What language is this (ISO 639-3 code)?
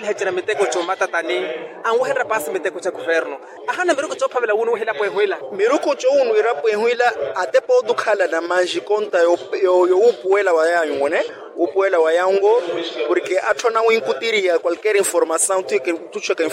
vmw